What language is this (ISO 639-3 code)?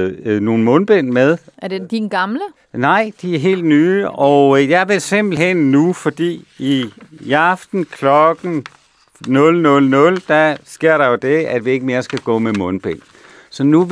dan